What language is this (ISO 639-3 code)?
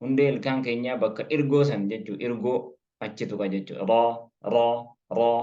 orm